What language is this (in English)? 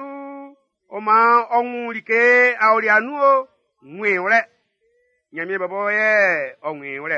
Baoulé